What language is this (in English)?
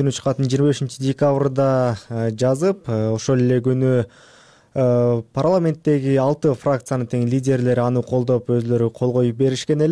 Kyrgyz